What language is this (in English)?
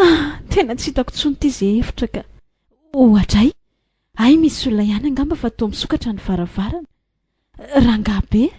Malagasy